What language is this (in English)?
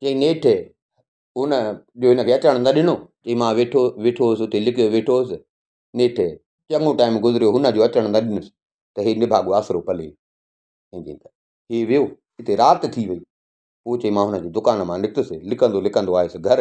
Sindhi